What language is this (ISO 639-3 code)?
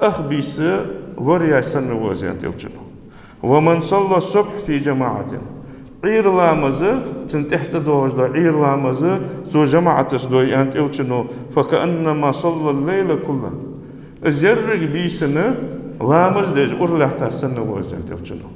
inh